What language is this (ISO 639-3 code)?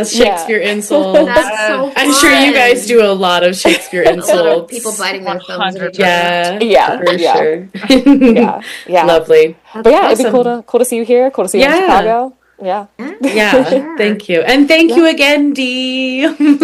eng